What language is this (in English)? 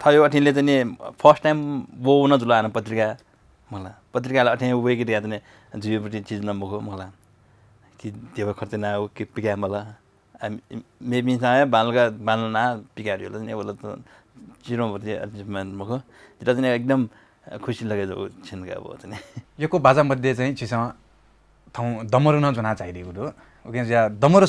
Newari